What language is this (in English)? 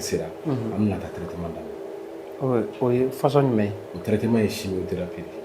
Bambara